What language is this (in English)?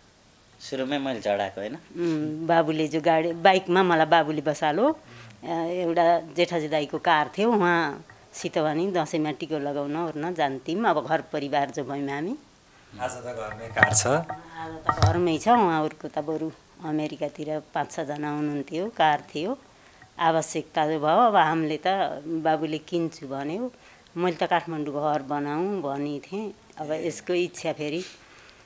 Nepali